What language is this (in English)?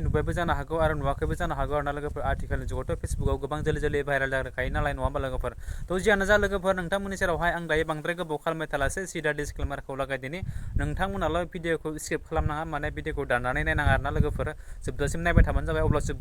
Bodo